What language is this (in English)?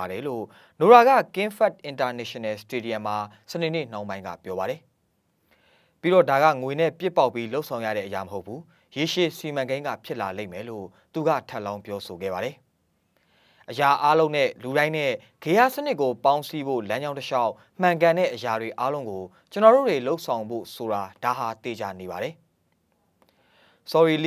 Burmese